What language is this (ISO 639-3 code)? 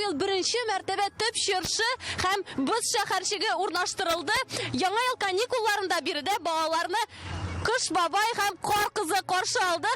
tat